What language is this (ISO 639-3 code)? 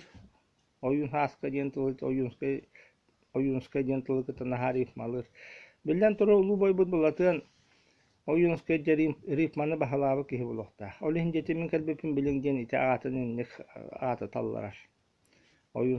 sah